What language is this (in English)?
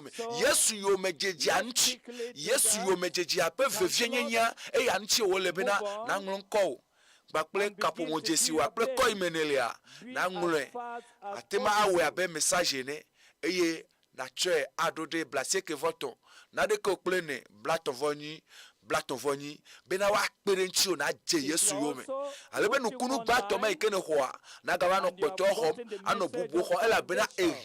Ewe